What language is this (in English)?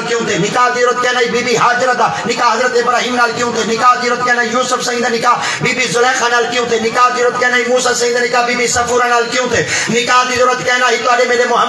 Saraiki